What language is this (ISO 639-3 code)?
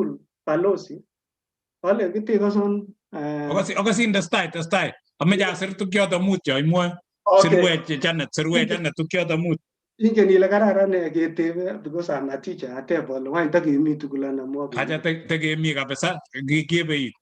kln